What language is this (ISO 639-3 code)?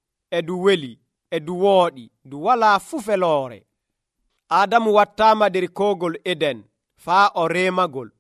fuv